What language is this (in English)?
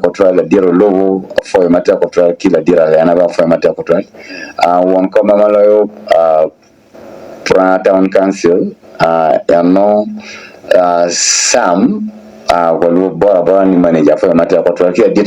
Acoli